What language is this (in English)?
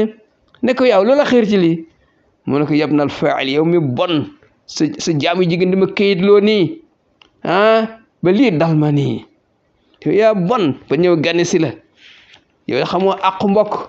Wolof